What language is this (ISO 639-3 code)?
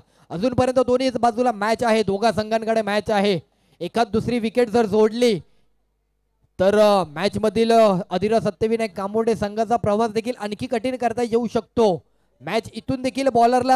mar